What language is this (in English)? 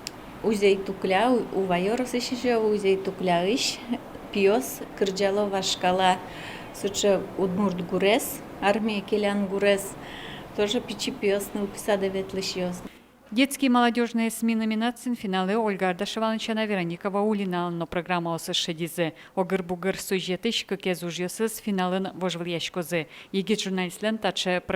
Udmurt